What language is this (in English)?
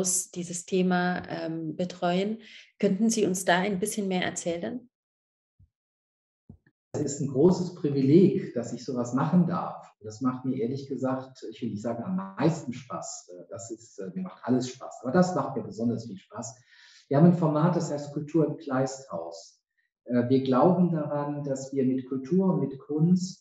German